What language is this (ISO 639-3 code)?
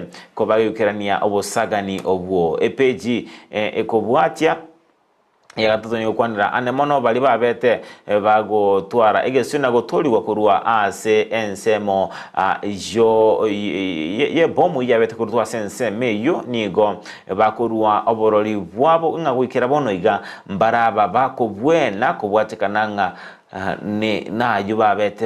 guz